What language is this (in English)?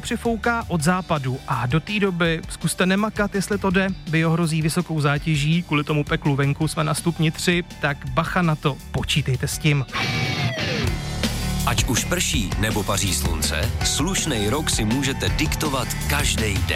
Czech